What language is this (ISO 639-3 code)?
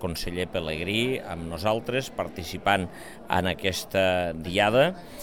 cat